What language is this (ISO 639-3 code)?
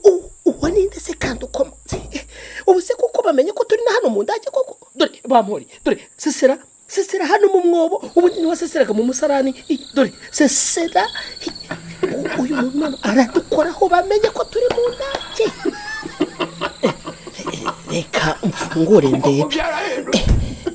kin